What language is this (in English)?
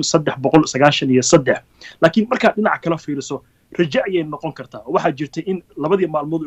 Somali